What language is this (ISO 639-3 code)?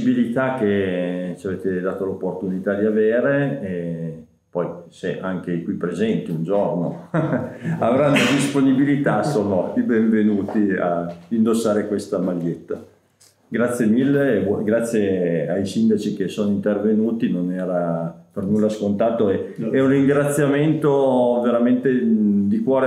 ita